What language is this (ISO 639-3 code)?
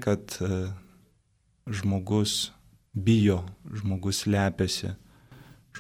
lit